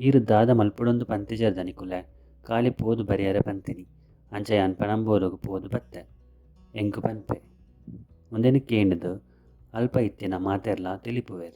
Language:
Tulu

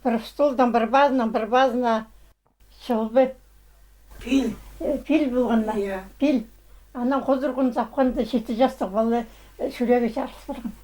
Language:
Khakas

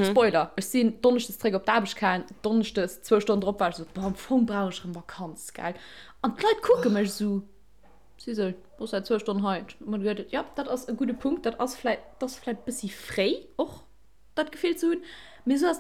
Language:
Luxembourgish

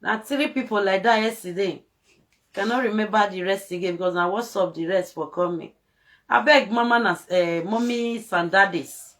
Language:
Nigerian Pidgin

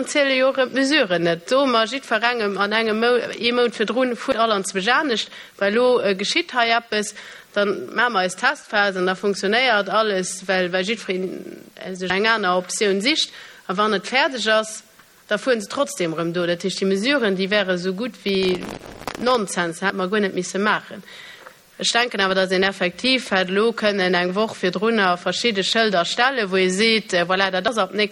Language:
Luxembourgish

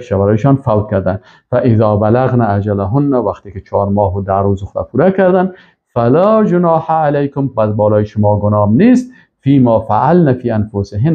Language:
Persian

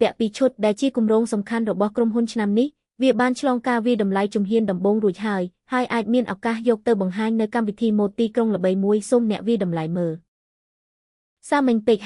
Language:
Khmer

